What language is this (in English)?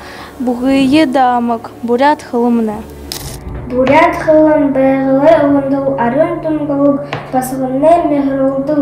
Buriat